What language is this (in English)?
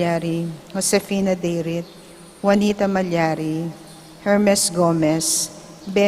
Pampanga